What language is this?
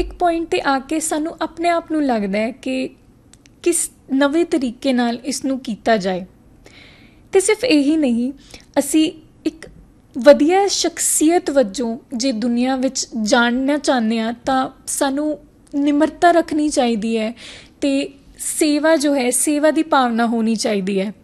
Punjabi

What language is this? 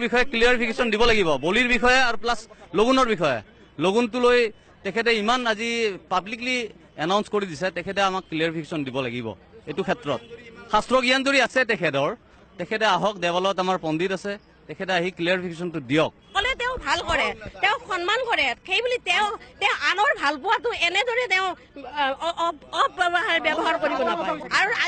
Assamese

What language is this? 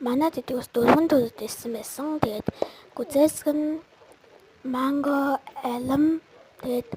Mongolian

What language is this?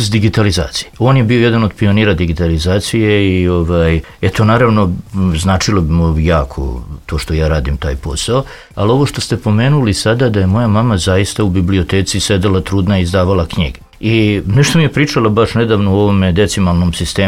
Serbian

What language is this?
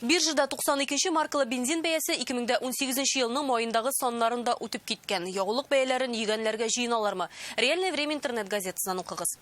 Tatar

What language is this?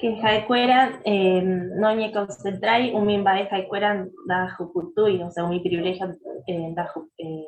Guarani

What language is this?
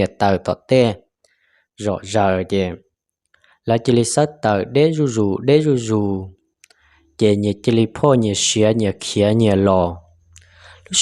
Hmong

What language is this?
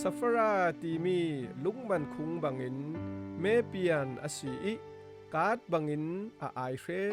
Falam Chin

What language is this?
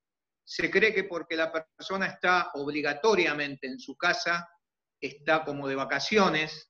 Spanish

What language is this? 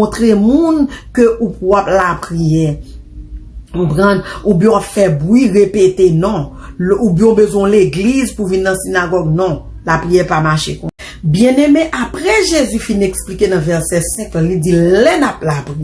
Haitian Creole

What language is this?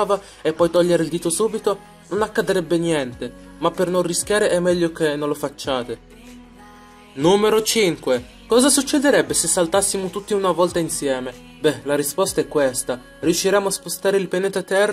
Italian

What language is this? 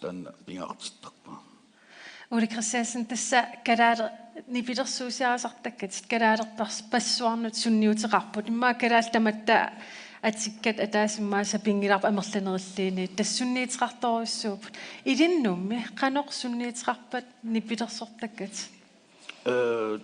Kalaallisut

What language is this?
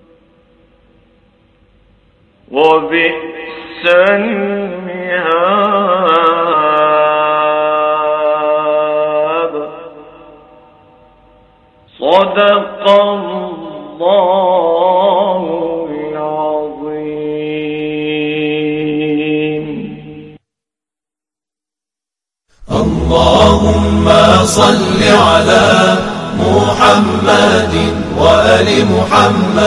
Arabic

